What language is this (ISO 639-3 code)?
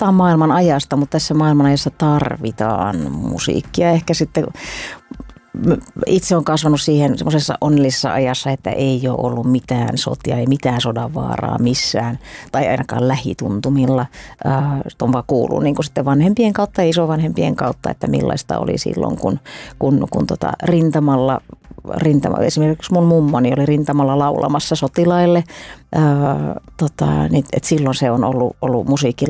fin